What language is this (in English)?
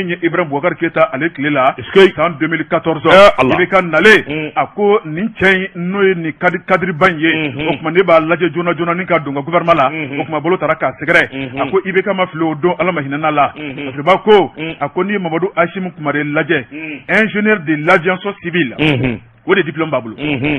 Bambara